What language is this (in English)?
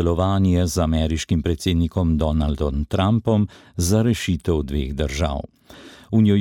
Slovenian